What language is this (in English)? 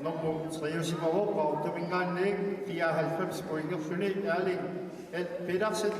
Kalaallisut